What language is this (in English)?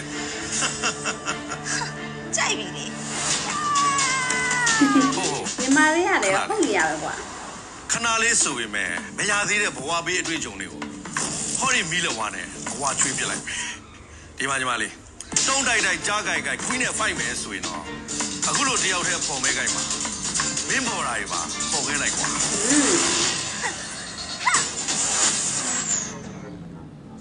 Burmese